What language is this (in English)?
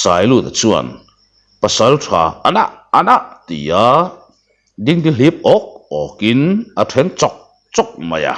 Mizo